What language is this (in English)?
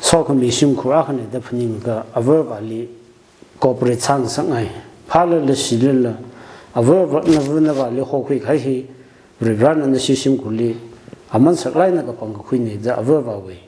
Tangkhul Naga (India)